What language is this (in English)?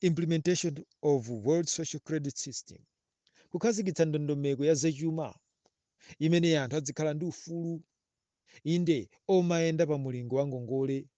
Nyanja